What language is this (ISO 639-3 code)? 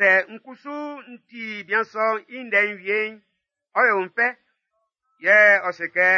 bci